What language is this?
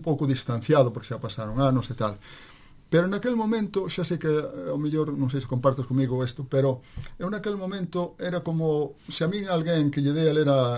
Galician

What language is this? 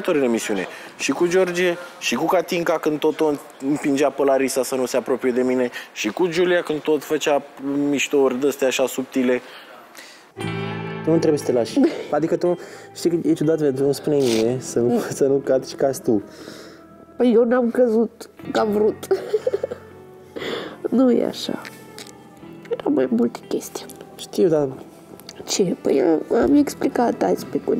Romanian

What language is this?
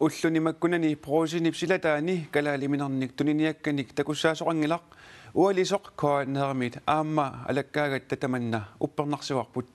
Kalaallisut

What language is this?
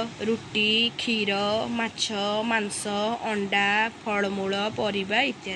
Odia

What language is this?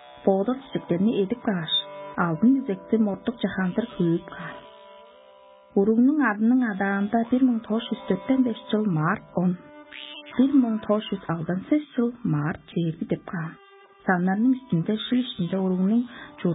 Tuvinian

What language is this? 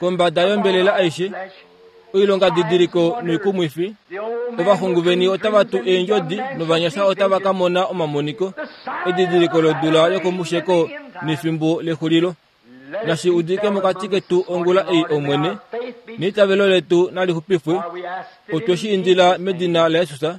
Kuanyama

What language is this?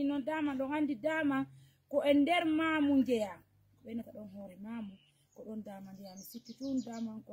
Fula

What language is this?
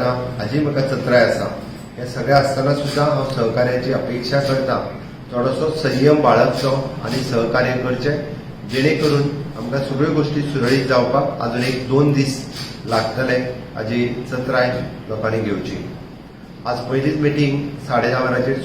Konkani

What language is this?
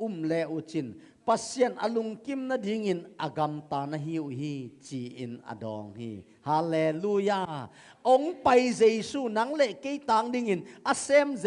Tedim Chin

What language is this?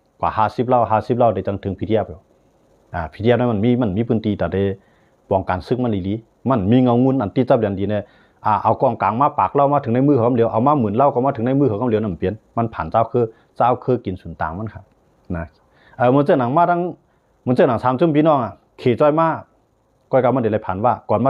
Shan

